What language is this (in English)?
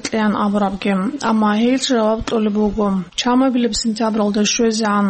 Avaric